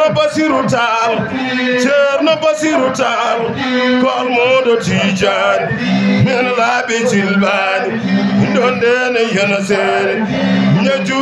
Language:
Fula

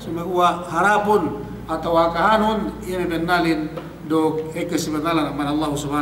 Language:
Yakan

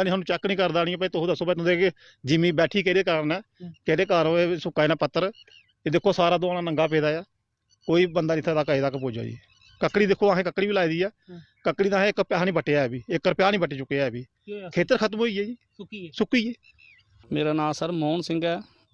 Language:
Dogri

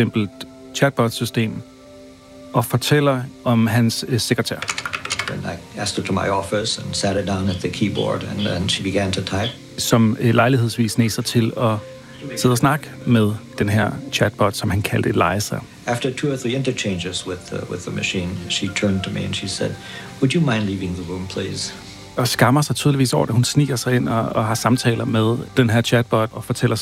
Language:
Danish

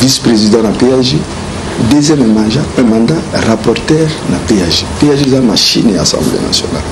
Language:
Lingala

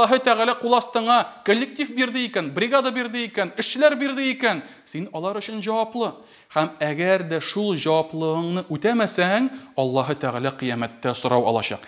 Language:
Tatar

